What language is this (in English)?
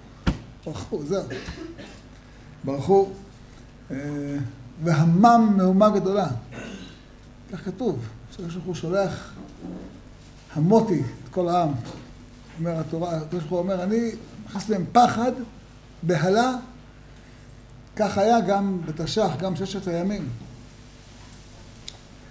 Hebrew